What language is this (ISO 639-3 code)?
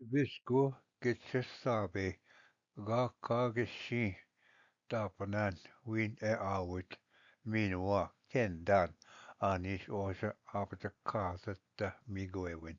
oji